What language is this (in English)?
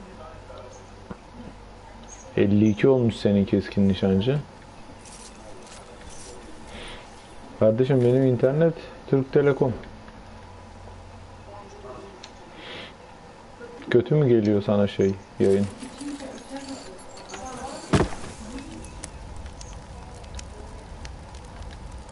Turkish